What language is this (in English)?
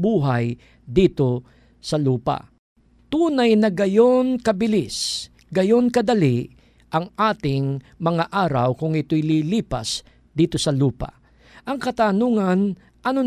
Filipino